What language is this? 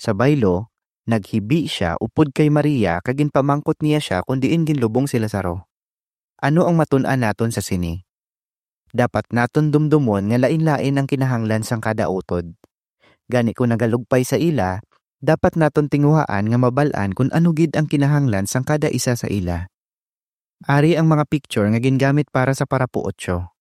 Hiligaynon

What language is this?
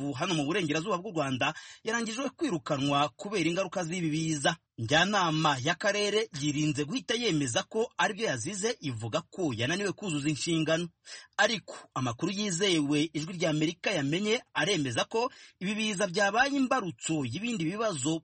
Kinyarwanda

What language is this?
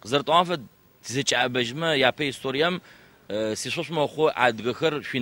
Adyghe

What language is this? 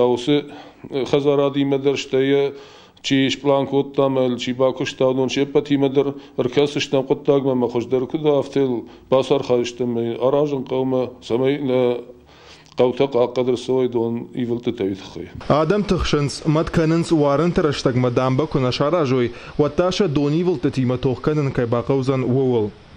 Ossetic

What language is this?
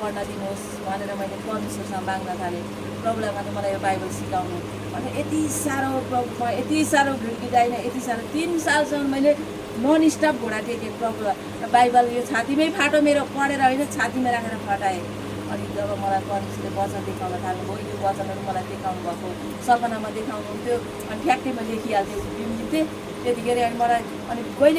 Nepali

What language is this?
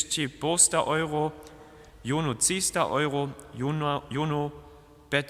Upper Sorbian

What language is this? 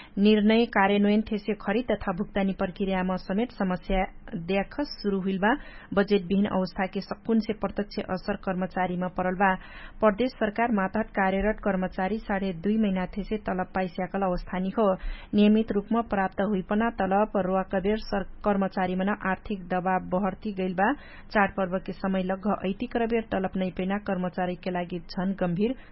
Dangaura Tharu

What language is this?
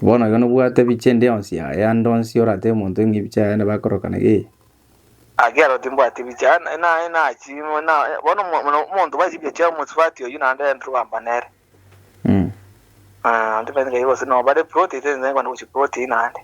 Gusii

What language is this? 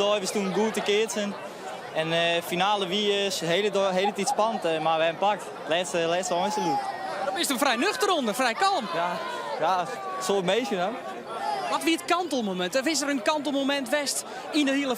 Western Frisian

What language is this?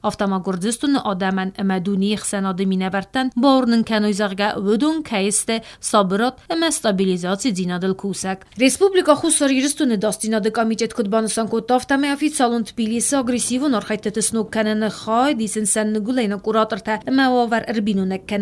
Ossetic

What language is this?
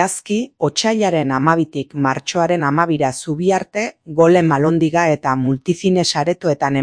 Basque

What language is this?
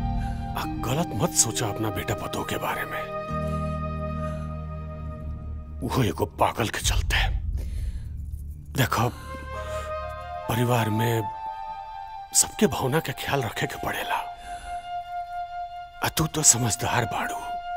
Bhojpuri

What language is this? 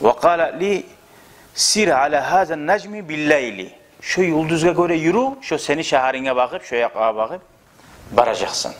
Kumyk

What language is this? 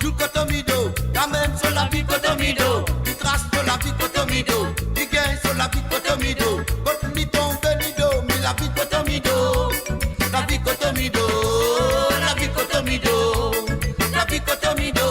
Morisyen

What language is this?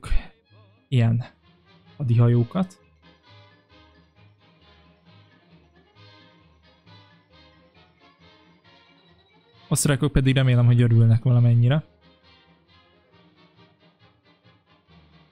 Hungarian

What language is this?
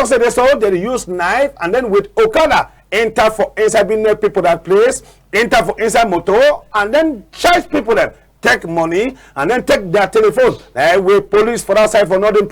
Cameroon Pidgin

